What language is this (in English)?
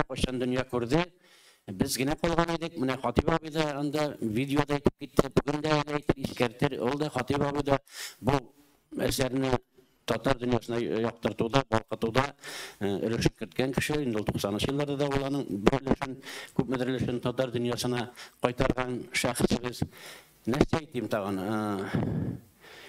Tatar